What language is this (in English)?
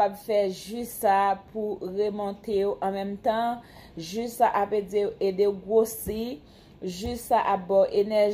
Haitian Creole